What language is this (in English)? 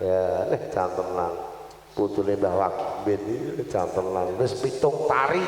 Javanese